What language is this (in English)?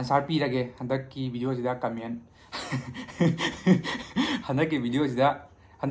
Manipuri